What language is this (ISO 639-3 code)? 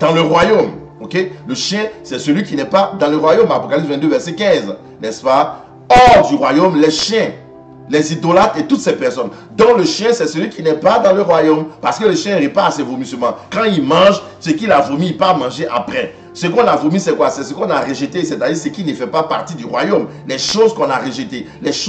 fra